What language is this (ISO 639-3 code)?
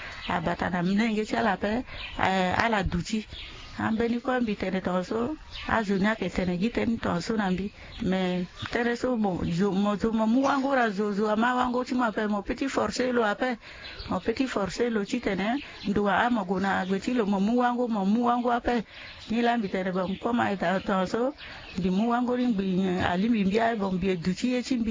sag